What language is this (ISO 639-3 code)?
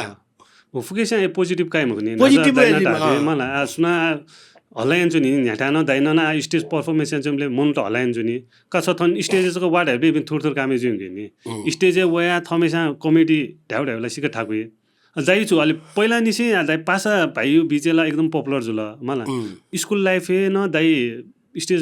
new